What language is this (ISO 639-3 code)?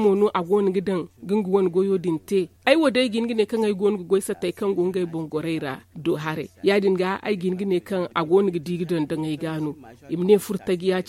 dje